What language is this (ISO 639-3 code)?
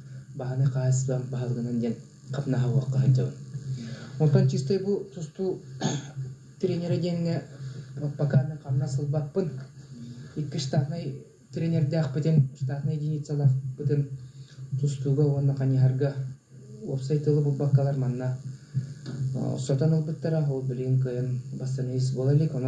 sah